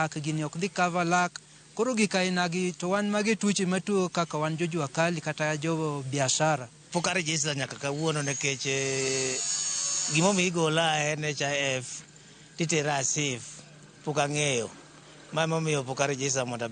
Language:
Luo (Kenya and Tanzania)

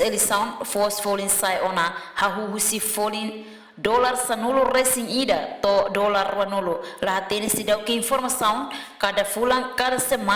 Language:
Tetum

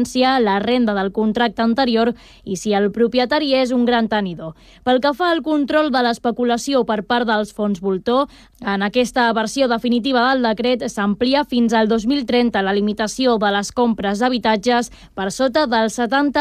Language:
Catalan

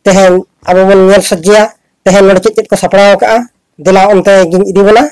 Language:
Santali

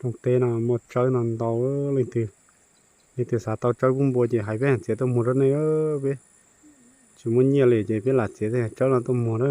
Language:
Hmong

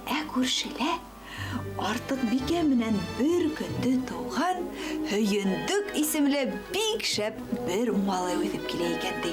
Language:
Bashkir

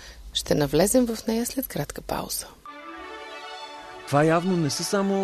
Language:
Bulgarian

